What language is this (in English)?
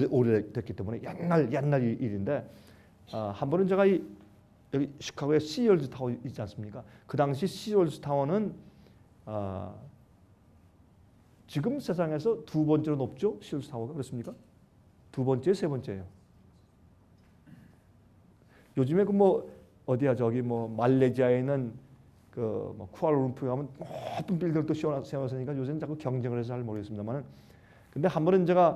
Korean